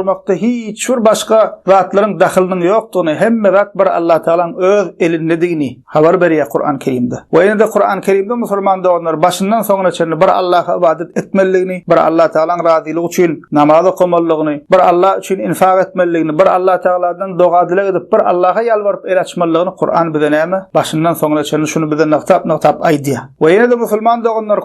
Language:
Turkmen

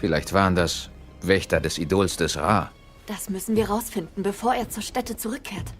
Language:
Bavarian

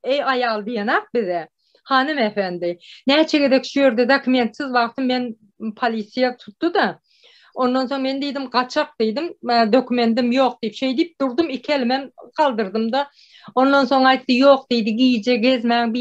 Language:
Turkmen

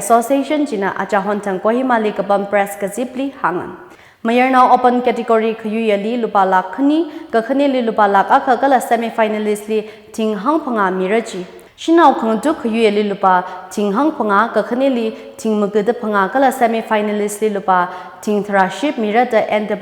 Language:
Tangkhul Naga (India)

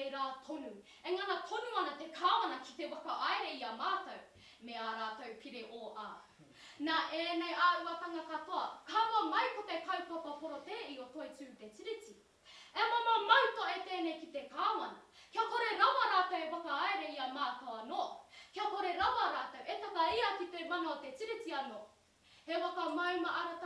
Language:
Māori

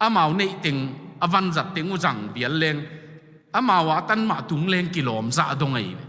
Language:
Tedim Chin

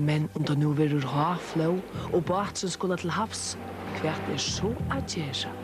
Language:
Faroese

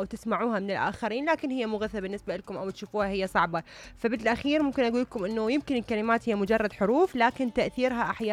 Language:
Mesopotamian Arabic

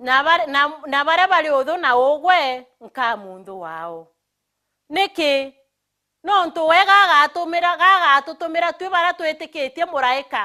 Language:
Meru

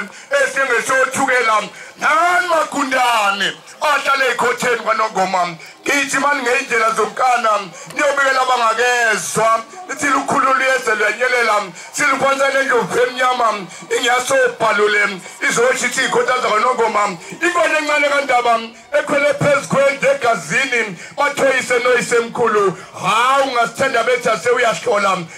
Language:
Zulu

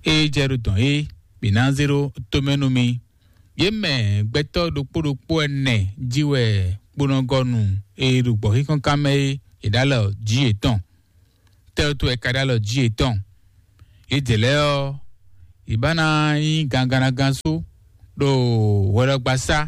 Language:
Fon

